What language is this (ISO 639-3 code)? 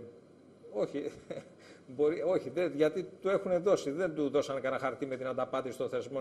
ell